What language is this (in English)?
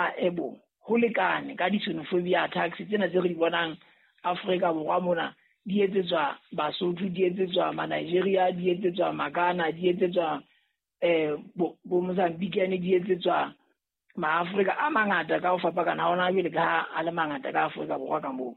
Southern Sotho